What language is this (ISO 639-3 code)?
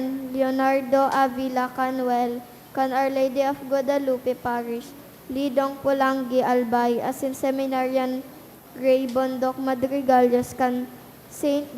bik